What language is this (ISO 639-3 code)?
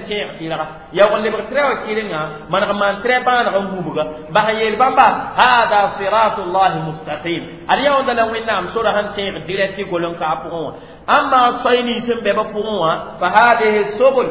mos